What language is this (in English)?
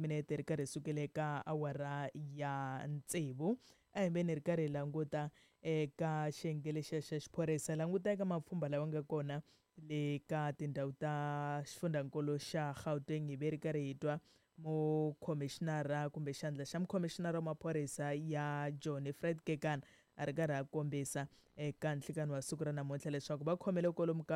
Tsonga